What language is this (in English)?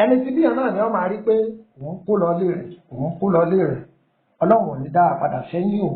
Yoruba